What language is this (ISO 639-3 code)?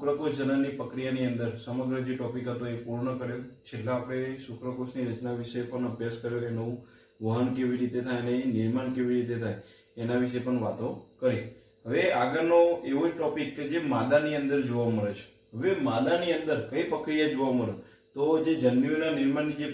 guj